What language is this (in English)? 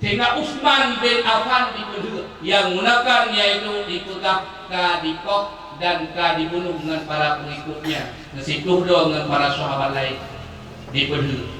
Achinese